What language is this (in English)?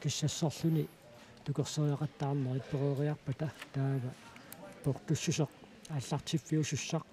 Kalaallisut